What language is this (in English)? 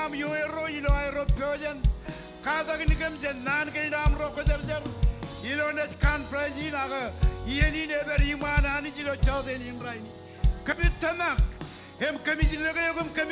Marshallese